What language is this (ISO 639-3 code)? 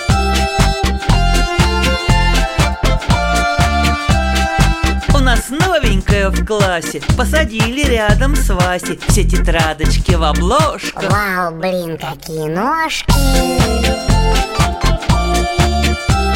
rus